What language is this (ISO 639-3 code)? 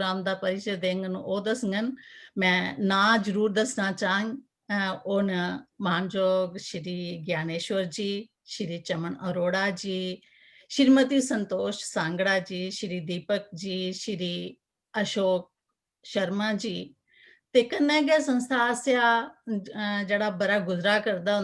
doi